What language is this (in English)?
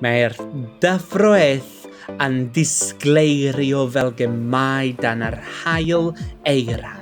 Welsh